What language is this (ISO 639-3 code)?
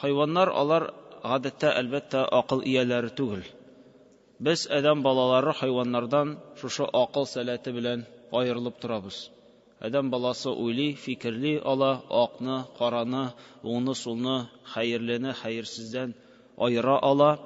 tat